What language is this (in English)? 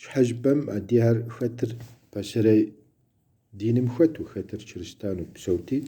Kabardian